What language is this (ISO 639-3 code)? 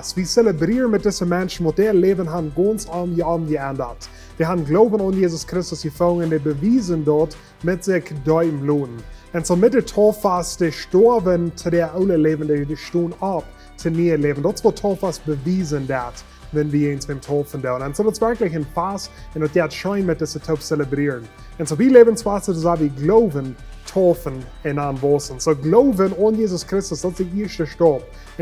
pdt